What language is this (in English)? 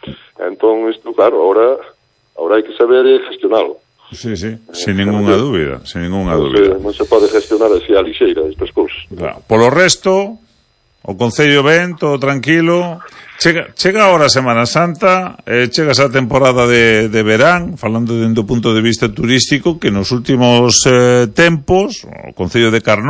Galician